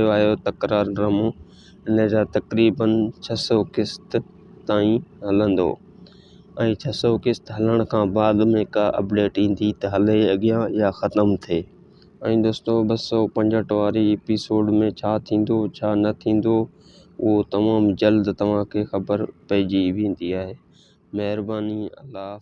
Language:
Sindhi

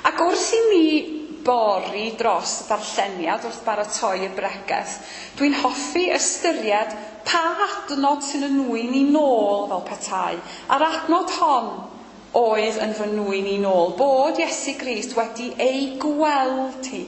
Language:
Welsh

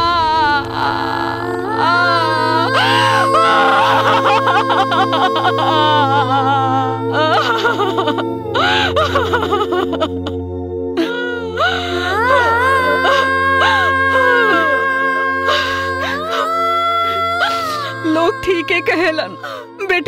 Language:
Bhojpuri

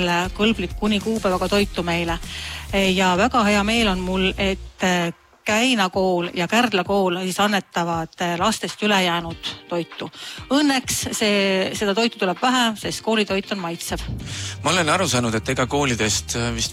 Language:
Estonian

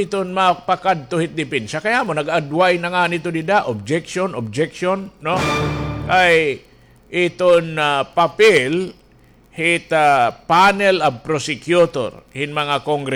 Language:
Waray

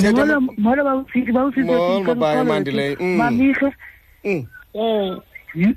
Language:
Xhosa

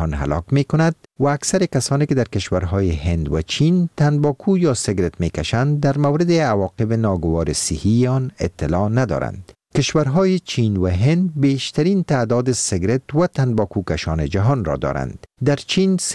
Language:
Persian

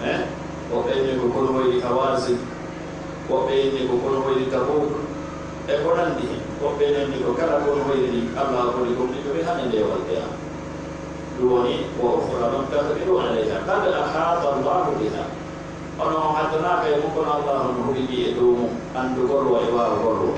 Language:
Pular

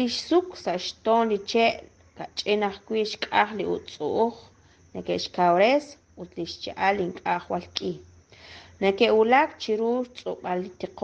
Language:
Kekchí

